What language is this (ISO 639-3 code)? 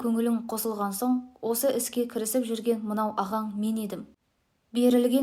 kaz